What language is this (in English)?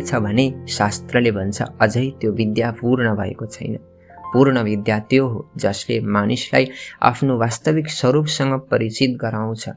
Nepali